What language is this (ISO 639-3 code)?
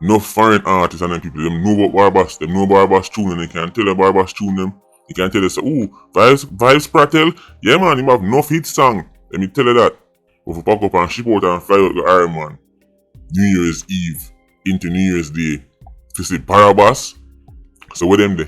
jam